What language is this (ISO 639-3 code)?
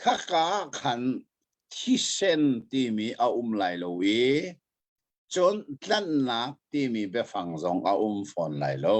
cnh